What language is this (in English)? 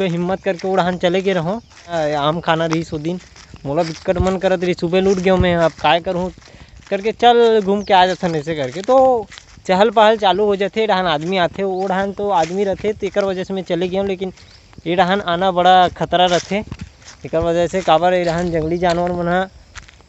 Chhattisgarhi